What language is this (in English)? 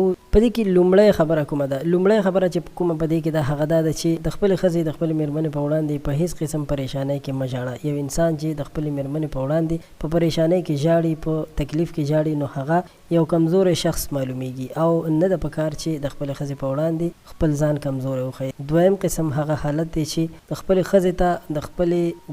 Pashto